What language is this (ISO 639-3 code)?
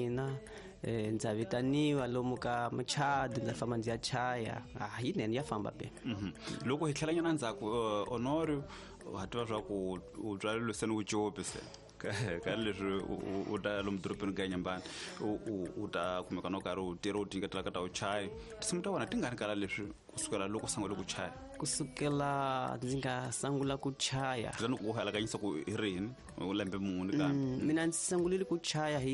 tso